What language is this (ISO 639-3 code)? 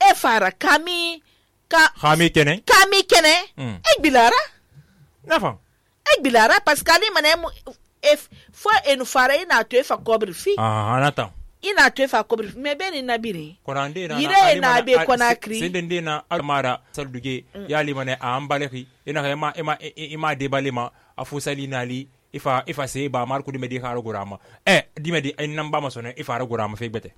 sus